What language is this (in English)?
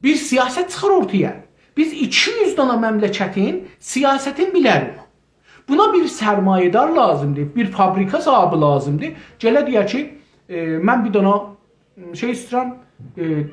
South Azerbaijani